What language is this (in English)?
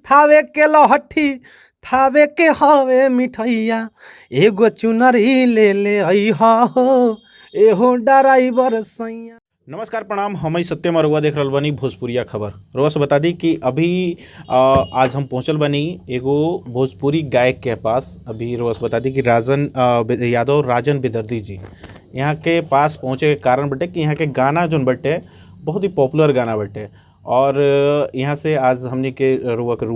Bhojpuri